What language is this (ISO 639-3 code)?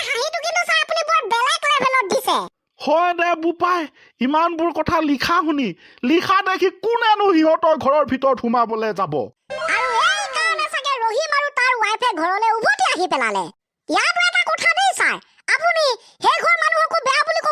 asm